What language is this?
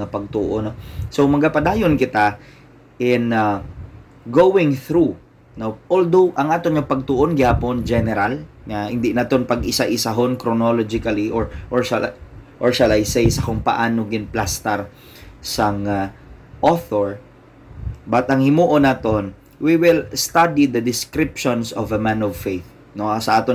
Hiligaynon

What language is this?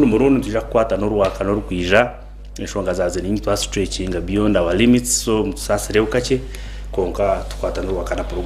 Nyankole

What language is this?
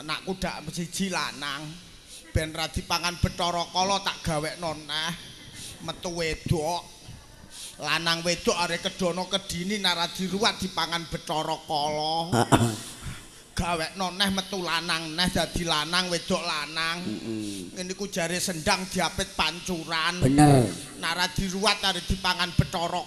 Javanese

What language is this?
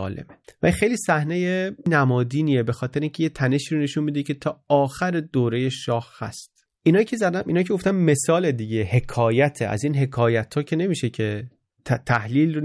Persian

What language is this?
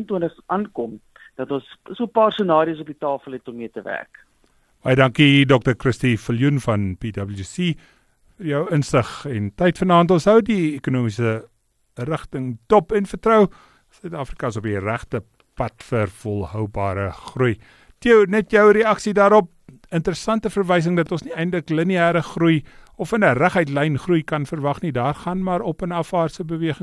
Afrikaans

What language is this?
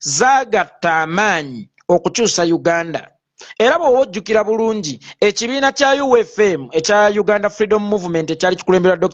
Ganda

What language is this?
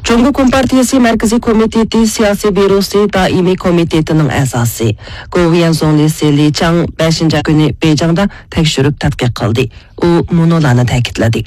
Uyghur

